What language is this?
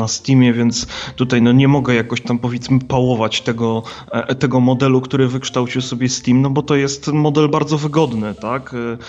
Polish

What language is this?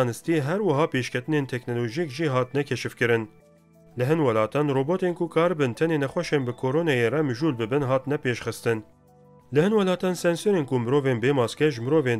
Kurdish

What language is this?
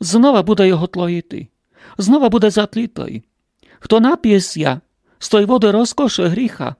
Rusyn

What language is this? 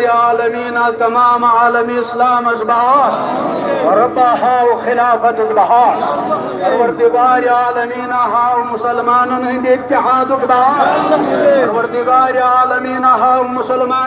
Kashmiri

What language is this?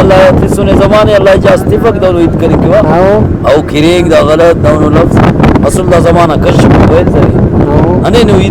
Brahui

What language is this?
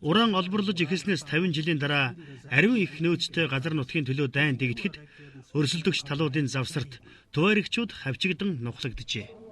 Mongolian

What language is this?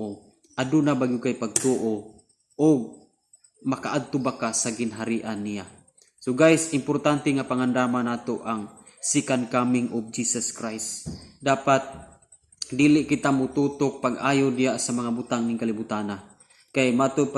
Cebuano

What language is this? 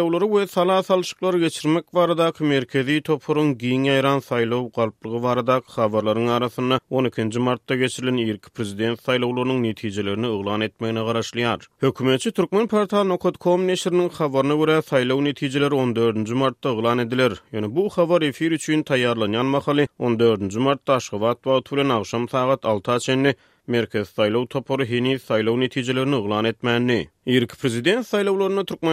Turkmen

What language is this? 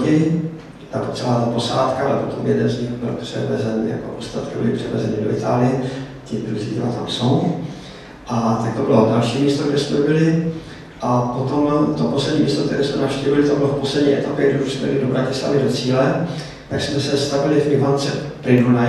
Czech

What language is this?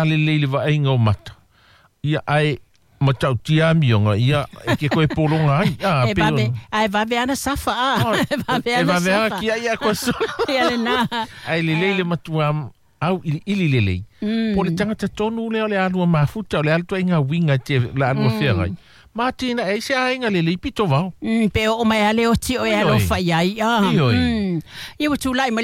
Samoan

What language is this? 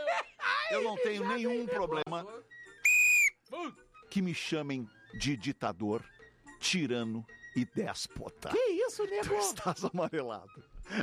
Portuguese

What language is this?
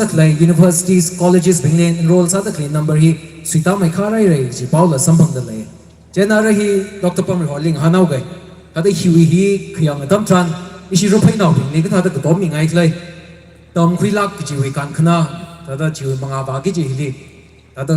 Tangkhul Naga (India)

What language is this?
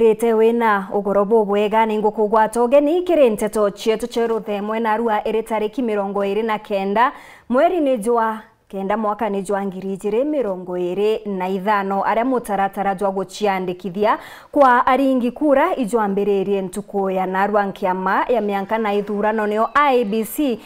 Meru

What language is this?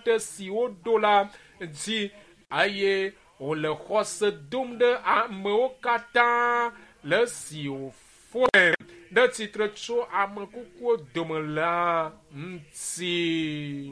Ewe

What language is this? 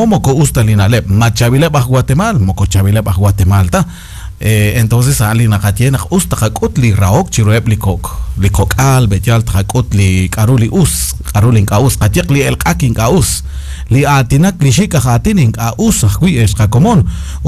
Kekchí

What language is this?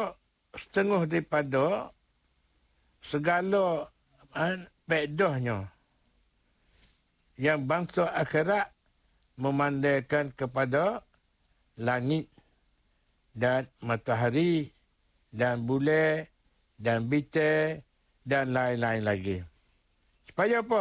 Malay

